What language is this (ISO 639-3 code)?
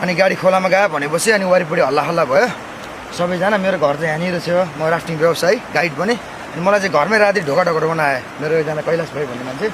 nep